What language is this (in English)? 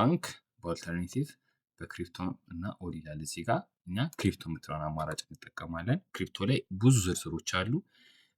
Amharic